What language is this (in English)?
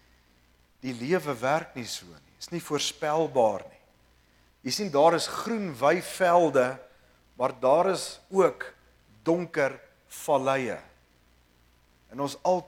Afrikaans